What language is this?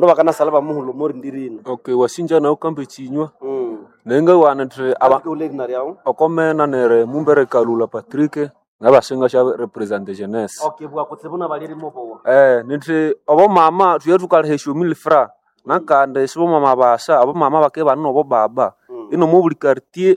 Nande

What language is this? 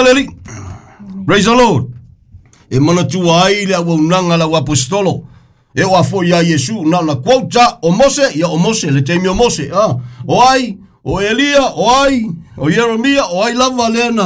Samoan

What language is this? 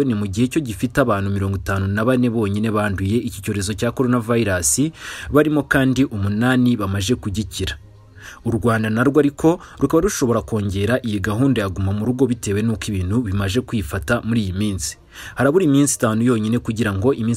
Kinyarwanda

